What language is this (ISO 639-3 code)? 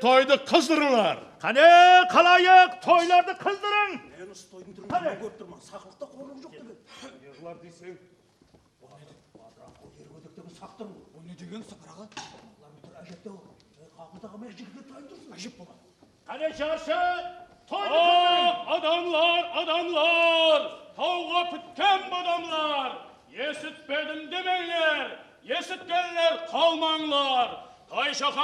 kaa